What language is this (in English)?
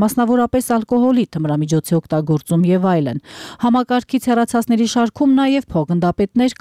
Armenian